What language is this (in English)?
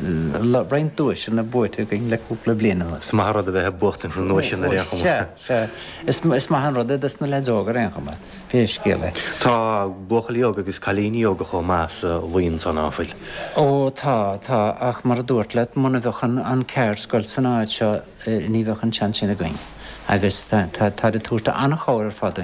Irish